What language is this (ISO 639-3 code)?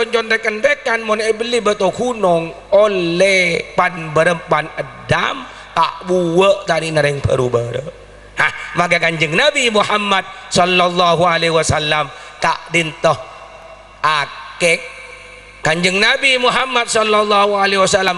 mad